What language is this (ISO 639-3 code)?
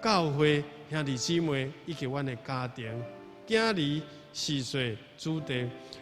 nan